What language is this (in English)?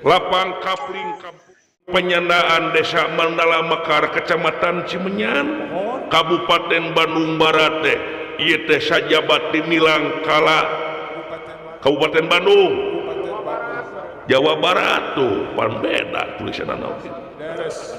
Sundanese